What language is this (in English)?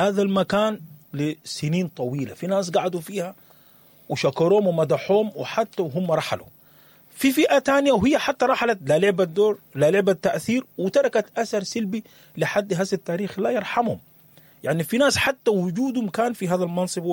Sudanese Arabic